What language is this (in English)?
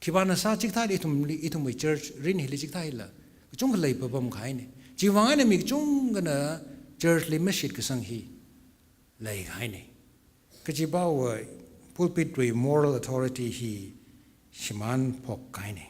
Tangkhul Naga (India)